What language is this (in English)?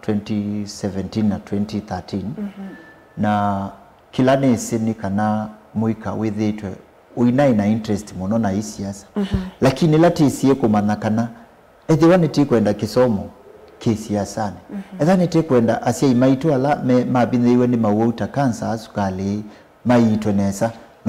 Kamba